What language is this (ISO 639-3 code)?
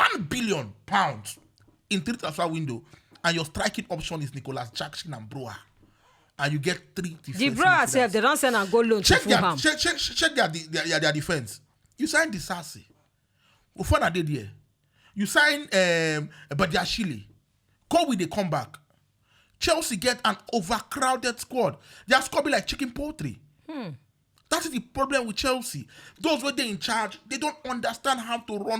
pcm